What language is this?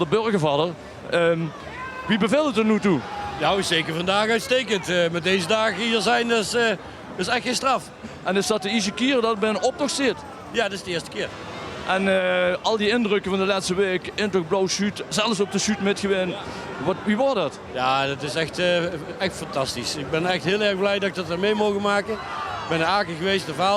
Limburgish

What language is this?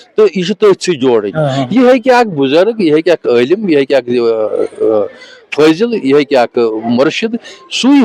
Kashmiri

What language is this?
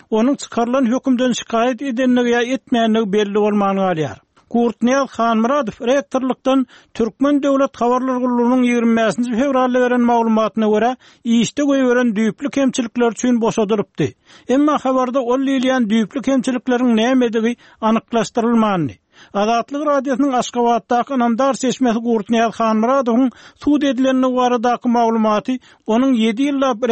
Turkmen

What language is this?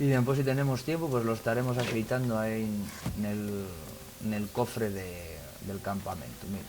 Asturian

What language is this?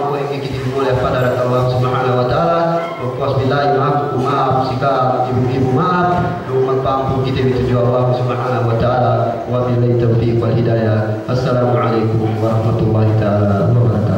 Yakan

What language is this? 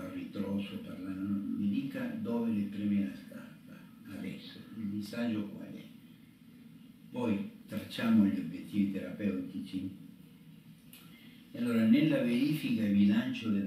Italian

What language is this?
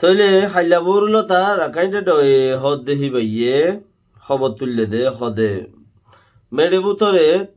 Rohingya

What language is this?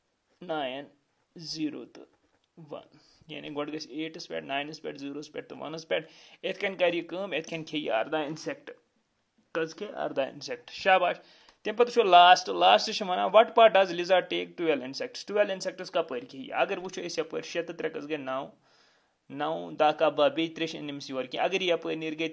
Kashmiri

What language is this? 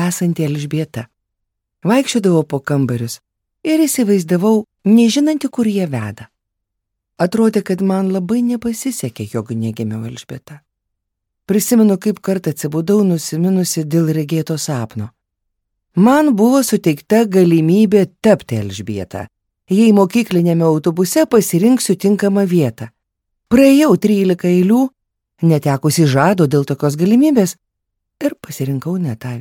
Lithuanian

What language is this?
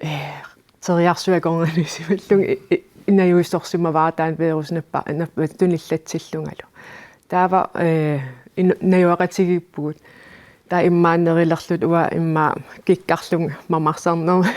Kalaallisut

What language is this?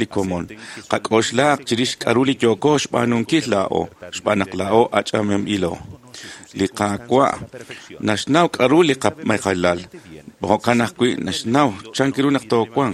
Kekchí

